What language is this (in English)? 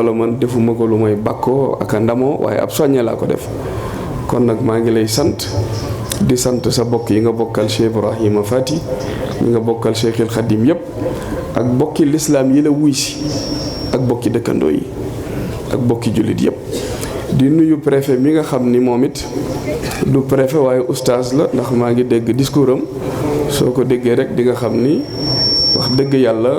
Wolof